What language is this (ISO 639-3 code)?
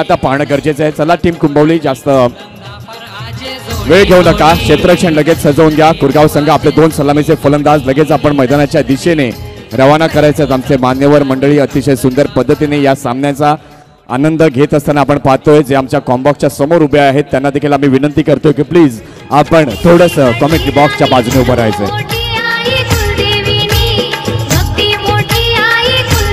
mar